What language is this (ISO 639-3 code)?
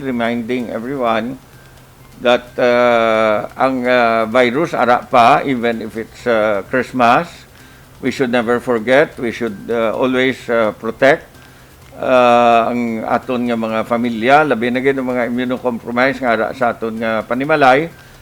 hil